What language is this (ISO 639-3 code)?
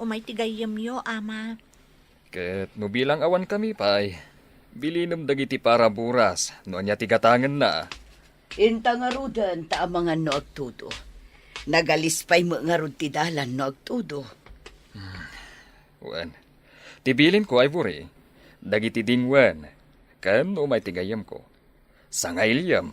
ilo